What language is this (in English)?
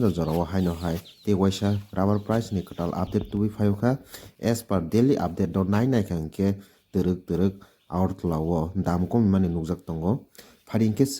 Kok Borok